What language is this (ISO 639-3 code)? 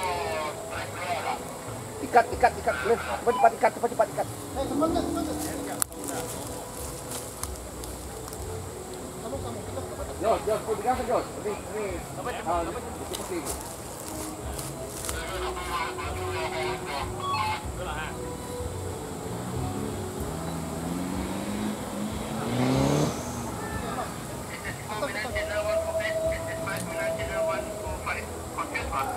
msa